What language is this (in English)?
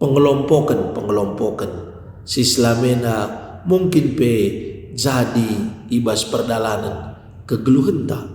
Batak Karo